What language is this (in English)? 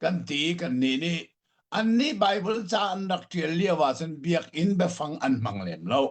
Hakha Chin